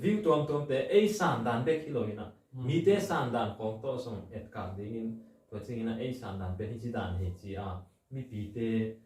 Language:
Tedim Chin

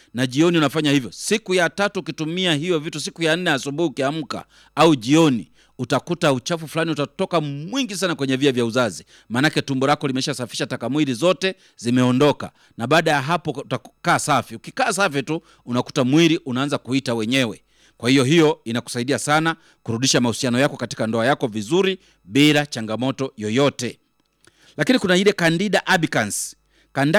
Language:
Swahili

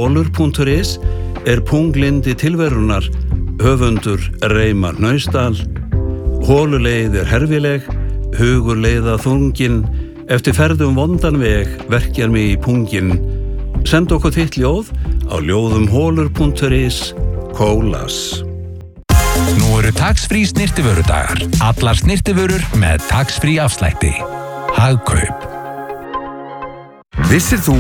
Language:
Icelandic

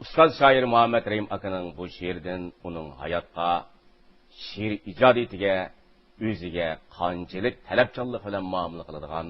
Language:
Uyghur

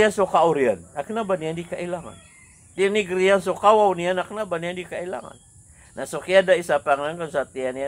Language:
Maranao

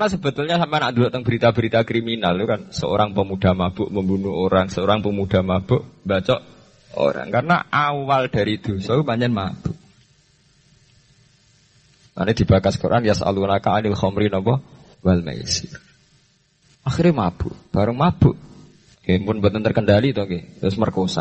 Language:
Indonesian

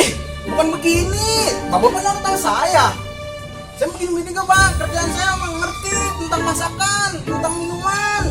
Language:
Betawi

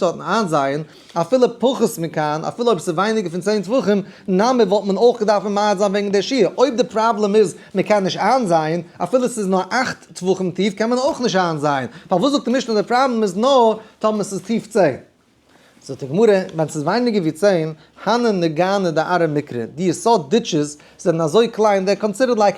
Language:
Yiddish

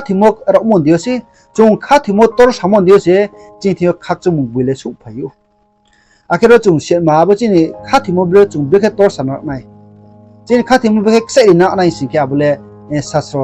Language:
Riang (India)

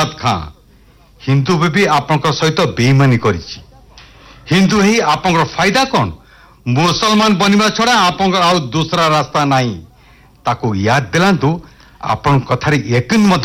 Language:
Odia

